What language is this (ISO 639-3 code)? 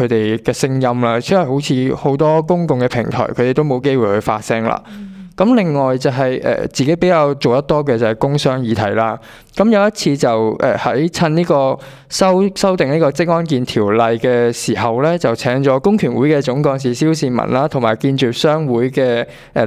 yue